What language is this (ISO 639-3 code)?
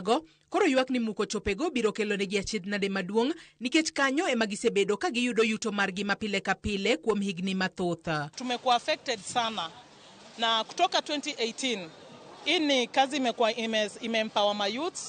luo